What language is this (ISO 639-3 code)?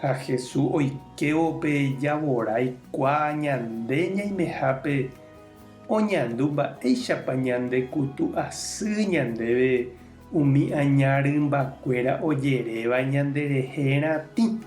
grn